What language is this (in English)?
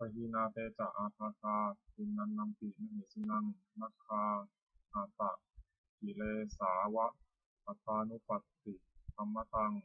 Pali